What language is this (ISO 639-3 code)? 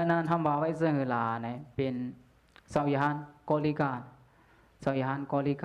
shn